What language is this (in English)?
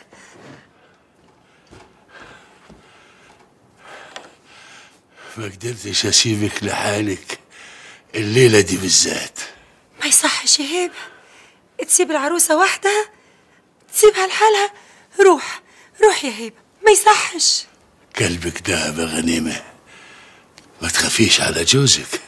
Egyptian Arabic